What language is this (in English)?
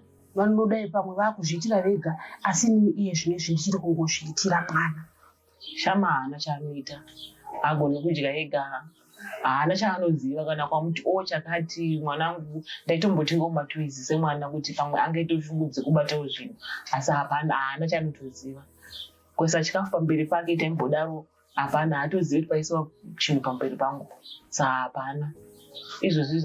Shona